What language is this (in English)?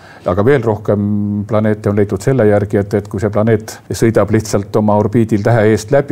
Estonian